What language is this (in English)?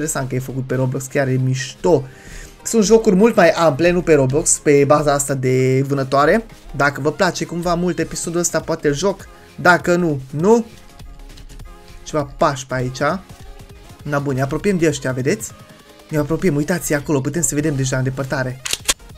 Romanian